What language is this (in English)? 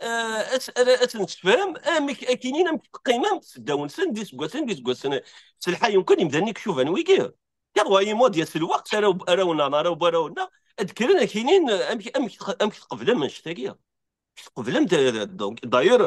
Kabyle